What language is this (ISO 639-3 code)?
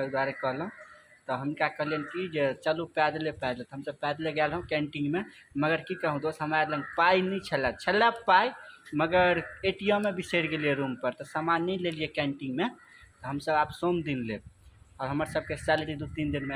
mai